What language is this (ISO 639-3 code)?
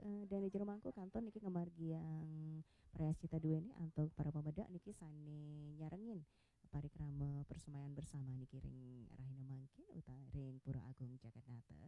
ban